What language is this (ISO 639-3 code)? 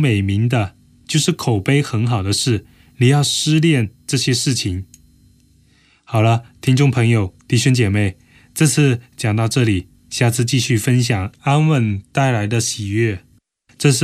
zho